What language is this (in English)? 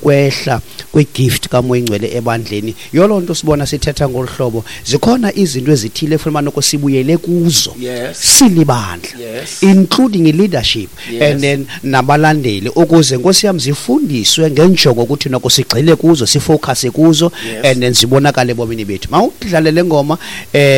Xhosa